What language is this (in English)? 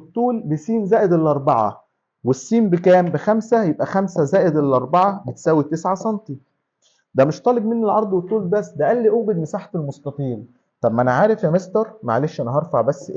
Egyptian Arabic